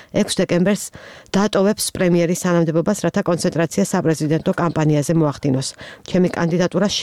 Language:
Georgian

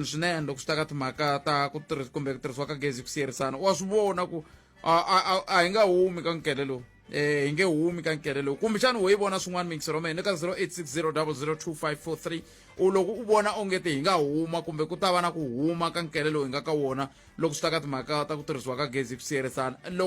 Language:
Tsonga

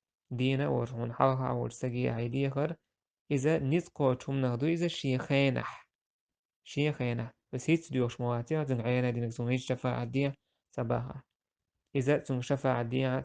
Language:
Chechen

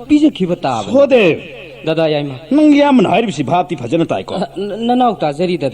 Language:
Manipuri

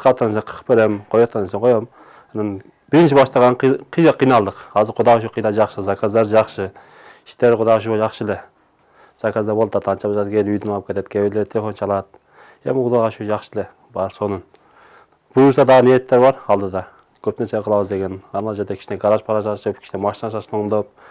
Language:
Kyrgyz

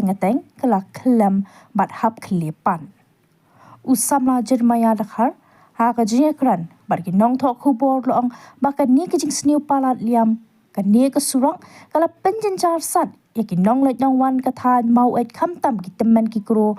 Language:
Khasi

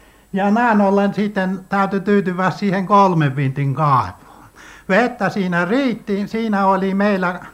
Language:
Finnish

